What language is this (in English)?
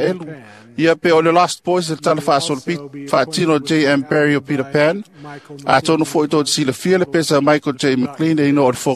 Samoan